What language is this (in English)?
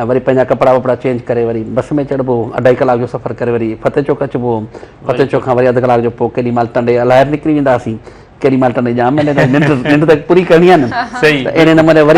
Sindhi